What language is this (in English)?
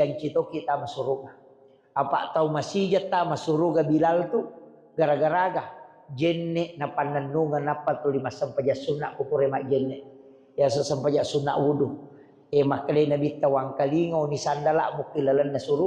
Buginese